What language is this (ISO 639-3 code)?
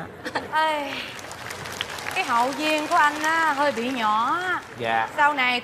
vie